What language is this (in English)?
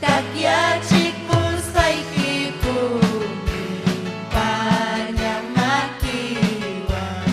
Ayacucho Quechua